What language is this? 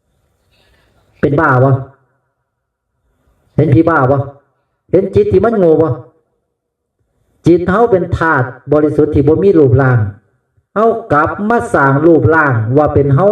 Northeastern Thai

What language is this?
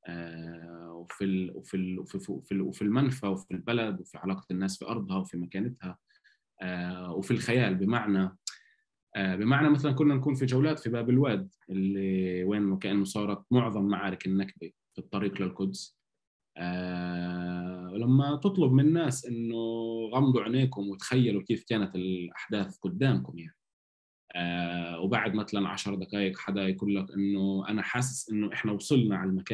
North Levantine Arabic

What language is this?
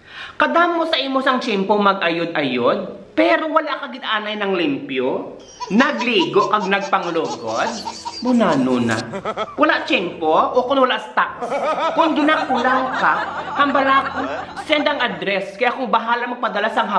Hiligaynon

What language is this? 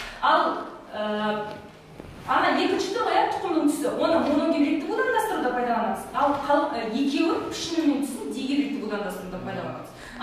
Kazakh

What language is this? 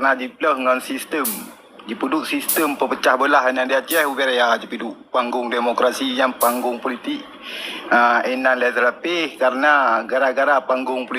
Achinese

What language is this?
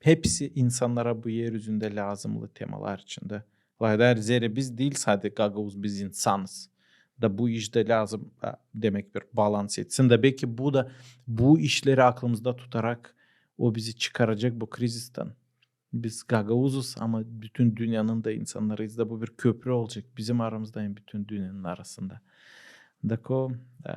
Gagauz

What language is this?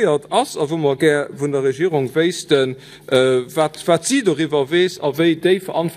Luxembourgish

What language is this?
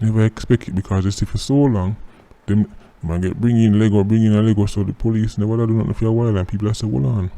Jamaican Creole English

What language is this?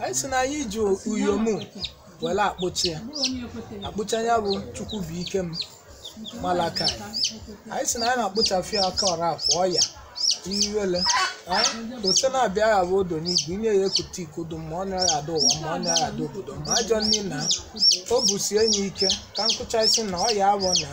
Igbo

